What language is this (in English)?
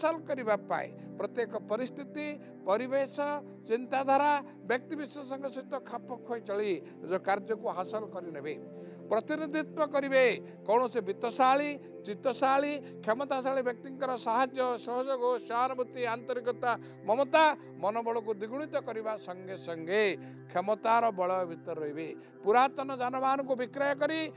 Odia